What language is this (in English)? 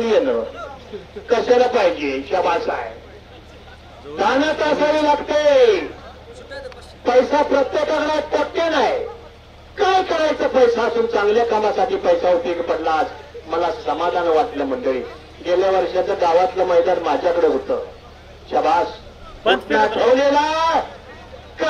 Marathi